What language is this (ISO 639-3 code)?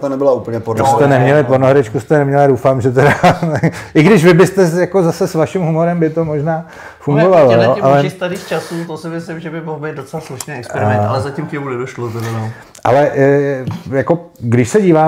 ces